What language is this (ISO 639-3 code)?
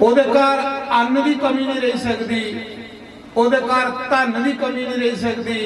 doi